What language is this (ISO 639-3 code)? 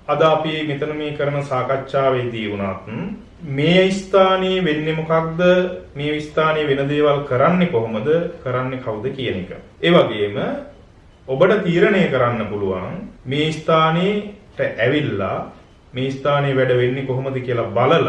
sin